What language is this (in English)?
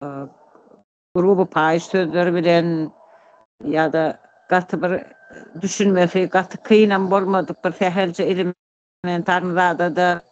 Turkmen